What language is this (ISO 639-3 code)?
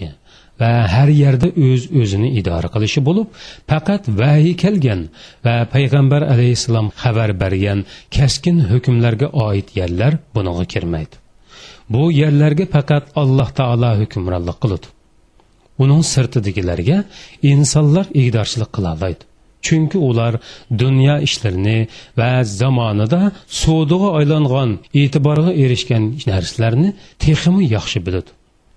uig